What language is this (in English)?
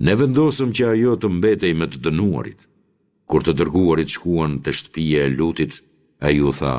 Albanian